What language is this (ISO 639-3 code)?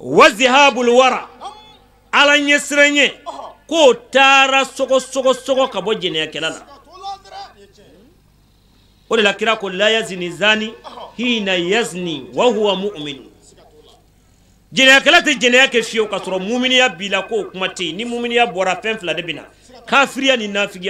bam